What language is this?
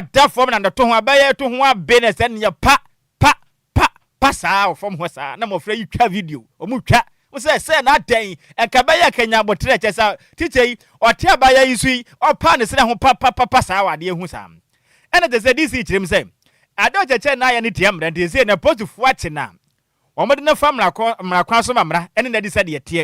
Akan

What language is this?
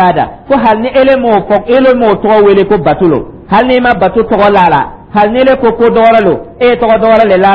Dyula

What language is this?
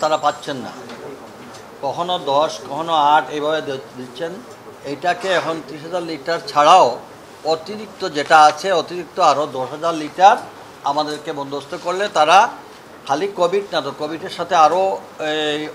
Bangla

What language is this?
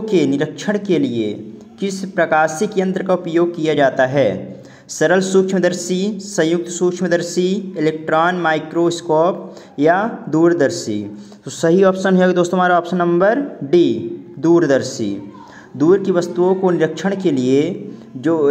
Hindi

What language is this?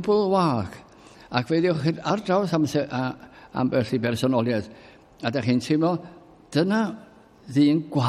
Welsh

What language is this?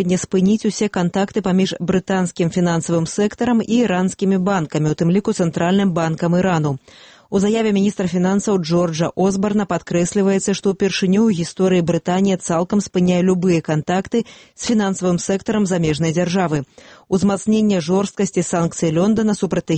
Belarusian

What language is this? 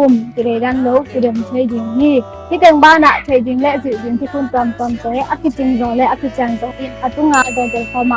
Tedim Chin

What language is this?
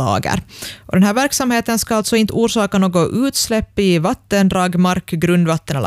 Swedish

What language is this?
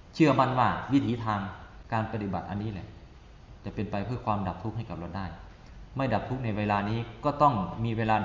Thai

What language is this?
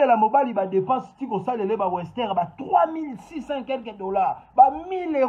Lingala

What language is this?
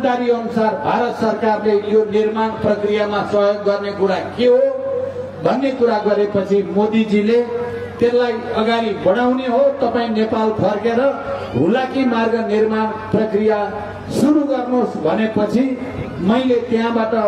Nepali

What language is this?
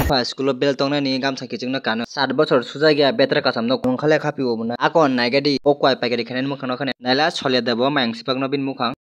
Kok Borok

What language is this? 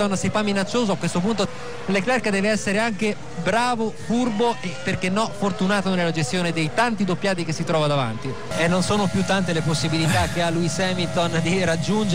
Italian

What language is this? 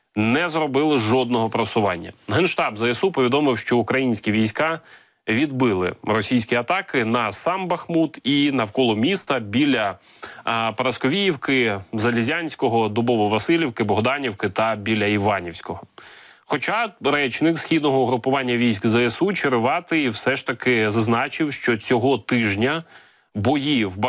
Ukrainian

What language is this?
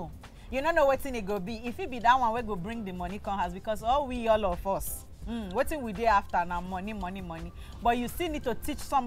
Nigerian Pidgin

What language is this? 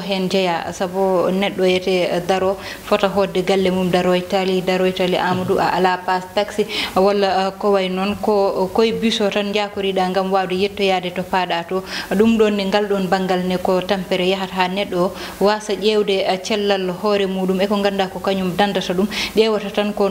Fula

